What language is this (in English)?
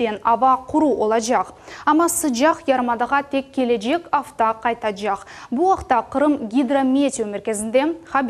Crimean Tatar